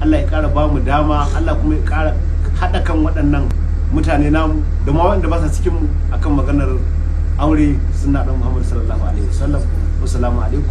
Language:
Hausa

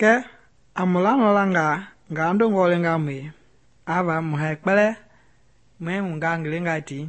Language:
Mende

